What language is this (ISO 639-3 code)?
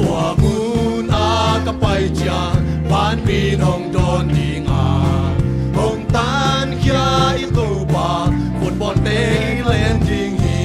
ctd